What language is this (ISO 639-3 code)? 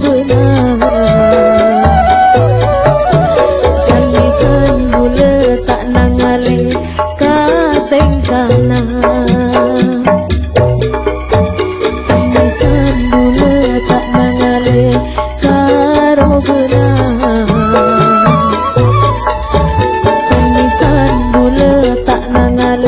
msa